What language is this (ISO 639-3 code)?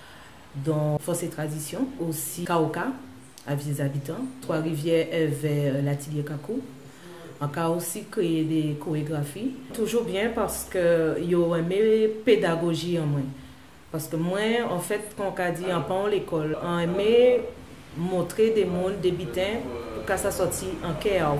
gcf